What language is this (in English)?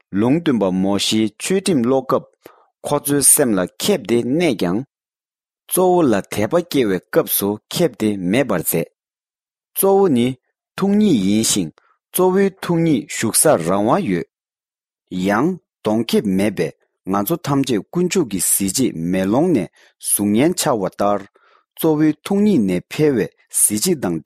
Tibetan